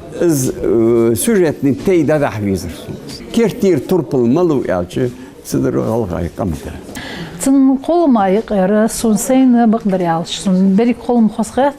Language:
Ingush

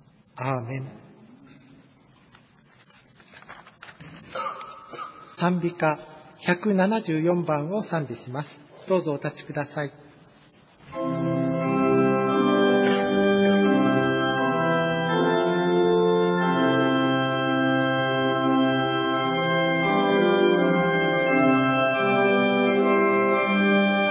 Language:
Japanese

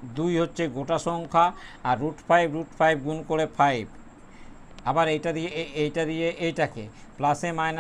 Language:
Bangla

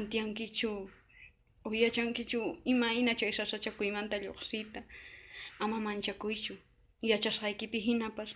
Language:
Quechua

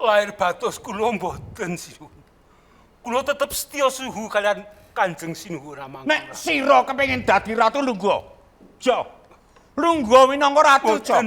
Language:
Javanese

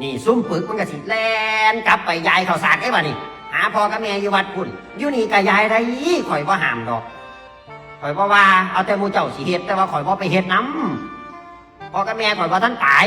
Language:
Northeastern Thai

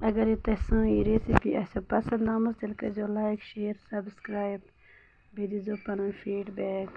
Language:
Kashmiri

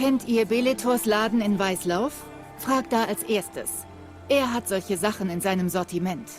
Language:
Swiss German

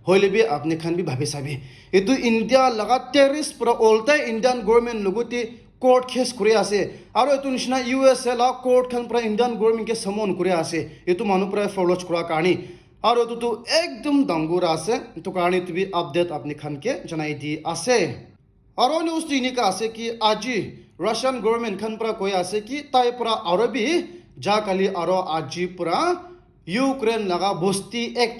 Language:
Naga Pidgin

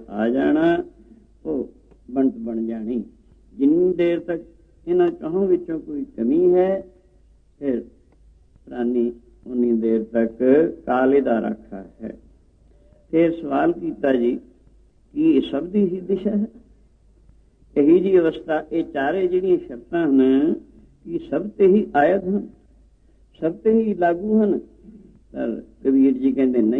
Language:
Punjabi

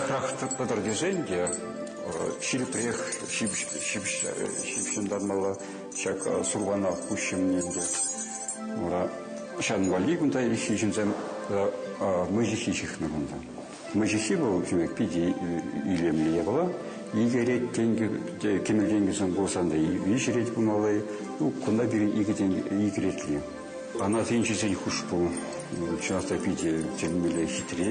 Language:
Chuvash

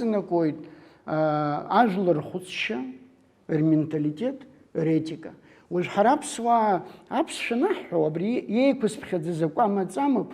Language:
Abkhazian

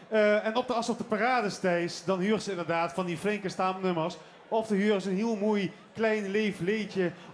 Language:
Limburgish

